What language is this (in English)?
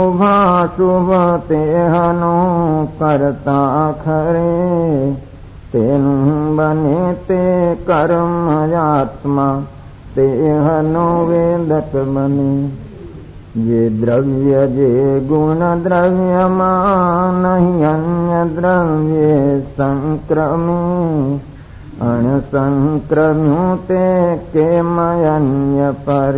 Gujarati